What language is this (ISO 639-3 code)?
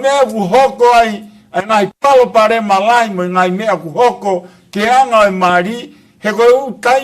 ton